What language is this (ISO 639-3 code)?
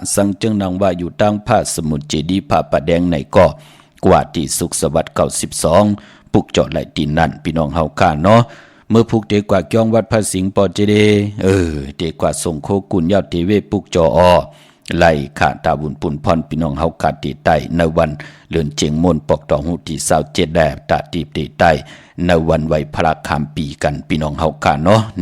shn